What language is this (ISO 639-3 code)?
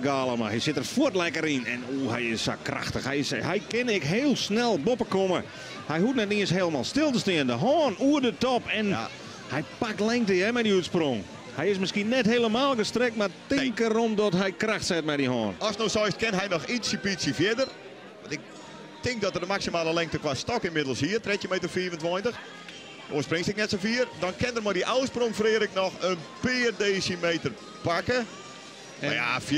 fry